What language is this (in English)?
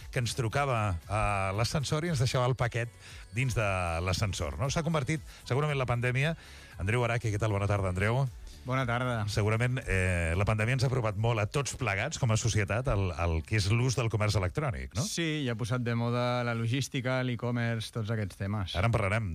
Catalan